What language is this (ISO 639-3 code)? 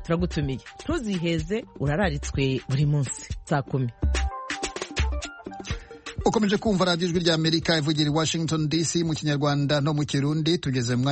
kin